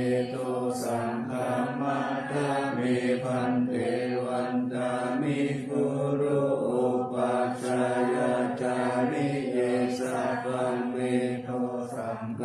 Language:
Pali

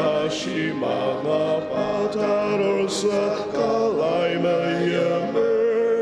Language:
Ao Naga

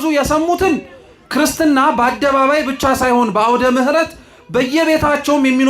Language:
Amharic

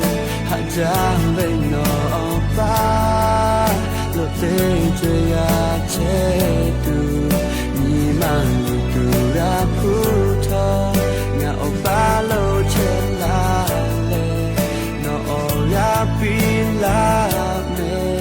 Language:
Lahu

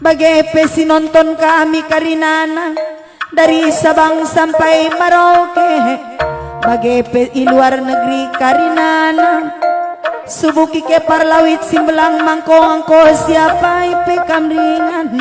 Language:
Batak Karo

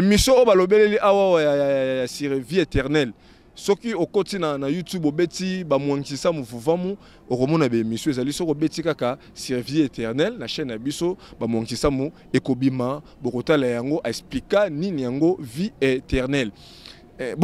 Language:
Lingala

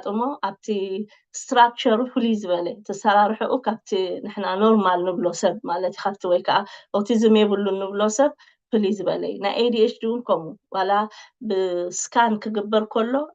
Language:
Tigrinya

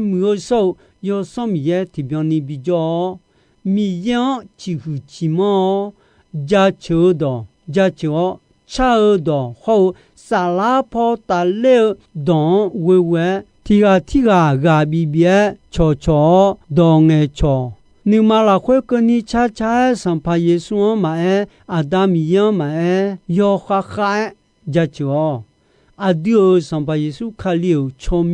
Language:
Akha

